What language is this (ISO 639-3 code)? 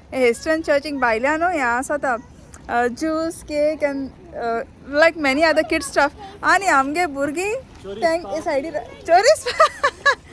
kok